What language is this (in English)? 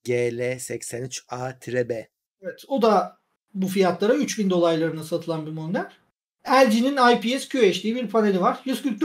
Turkish